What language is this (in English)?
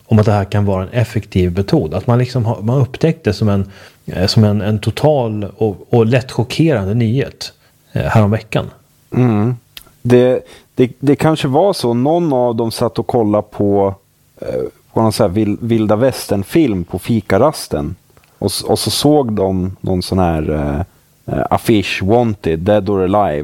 Swedish